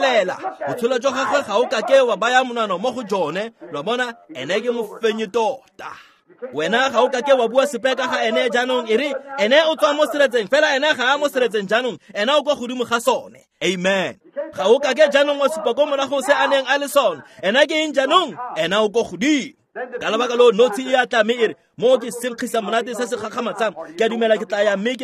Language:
Tswana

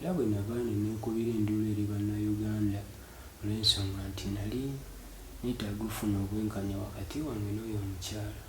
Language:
Ganda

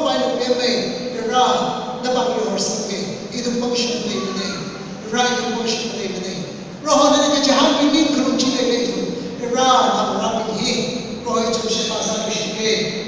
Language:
Tangkhul Naga (India)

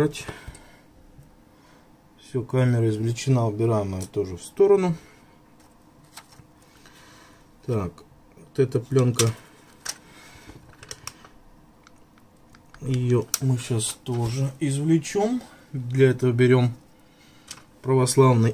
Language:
Russian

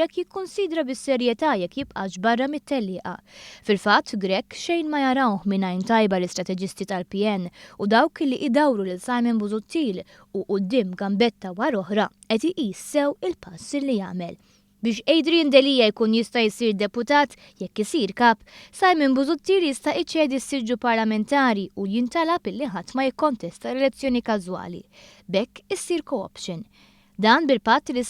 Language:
Maltese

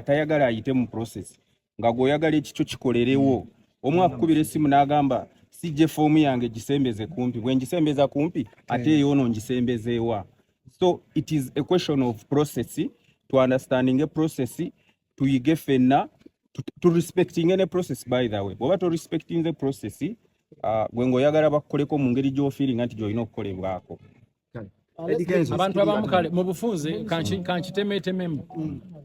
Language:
Ganda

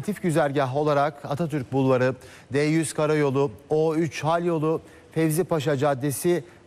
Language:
Turkish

